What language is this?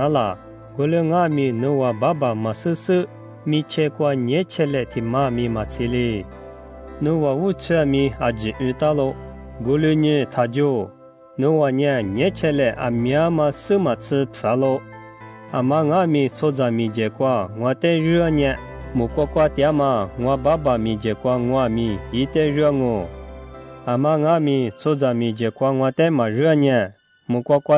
Lisu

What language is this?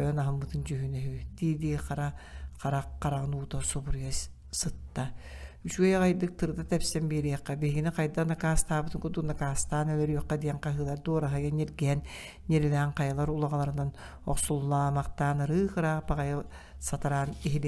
Yakut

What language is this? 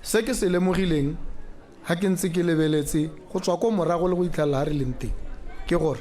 Tswana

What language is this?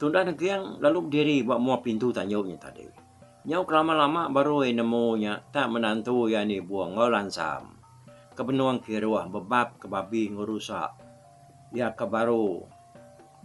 Iban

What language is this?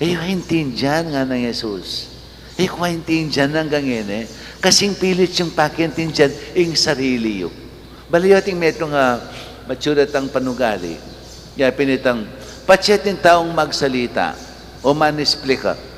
Pampanga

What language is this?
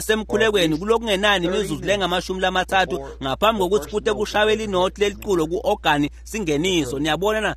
Swati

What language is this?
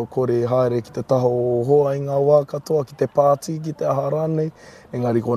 Māori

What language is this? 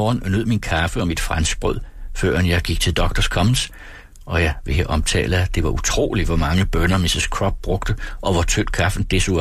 Danish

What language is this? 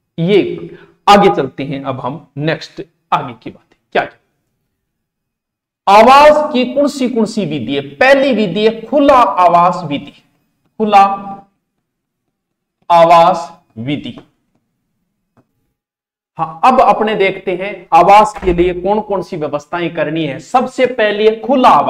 Hindi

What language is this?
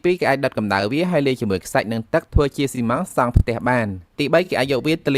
Khmer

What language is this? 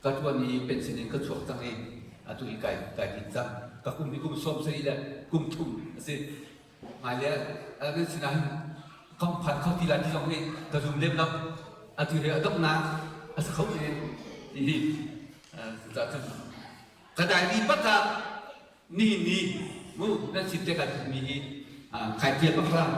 Hakha Chin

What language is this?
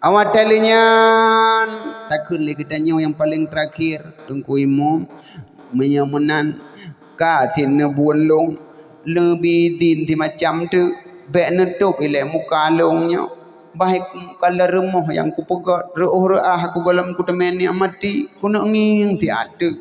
Achinese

